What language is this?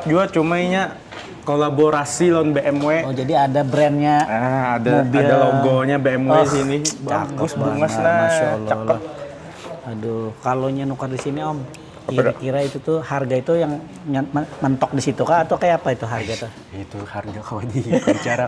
Banjar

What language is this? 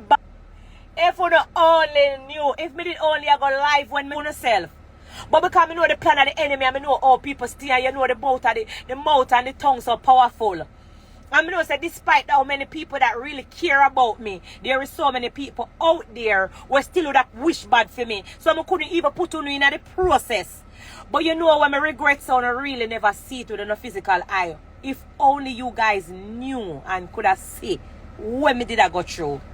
Jamaican Creole English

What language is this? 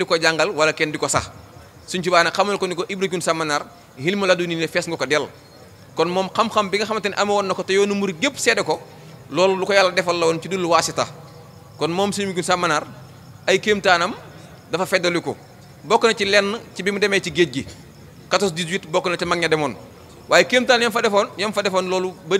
Wolof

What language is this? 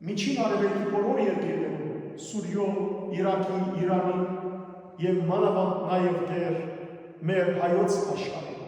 Western Armenian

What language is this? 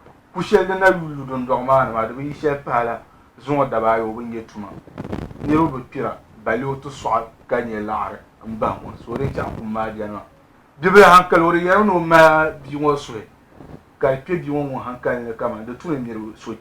Dagbani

